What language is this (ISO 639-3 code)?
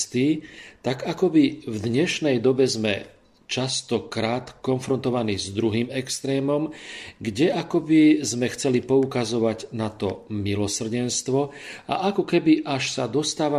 slk